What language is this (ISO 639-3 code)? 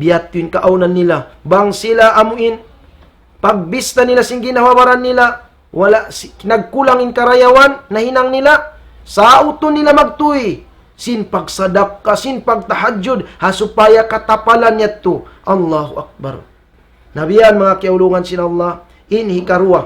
tsg